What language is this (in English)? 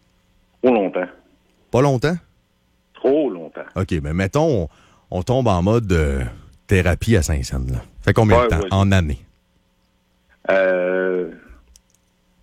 French